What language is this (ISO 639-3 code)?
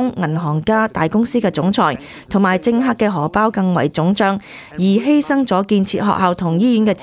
yue